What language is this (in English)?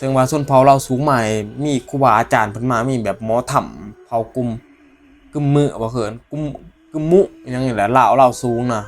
Northeastern Thai